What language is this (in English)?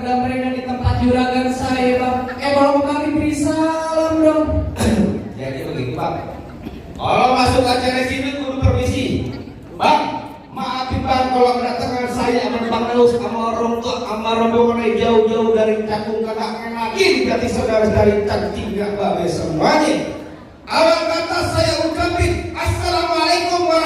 Betawi